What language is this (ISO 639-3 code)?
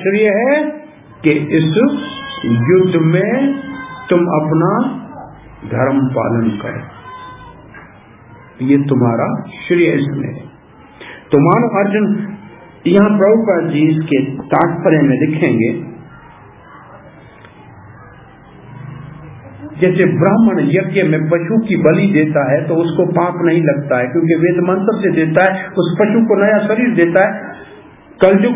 hin